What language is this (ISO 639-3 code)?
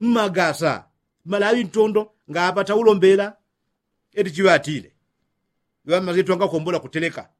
yao